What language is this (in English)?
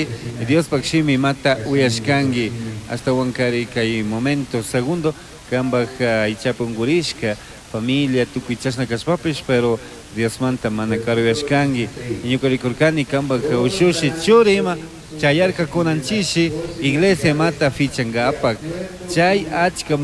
Chimborazo Highland Quichua